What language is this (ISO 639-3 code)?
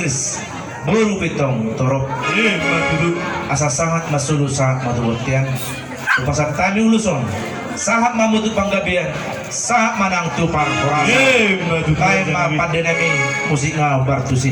bbc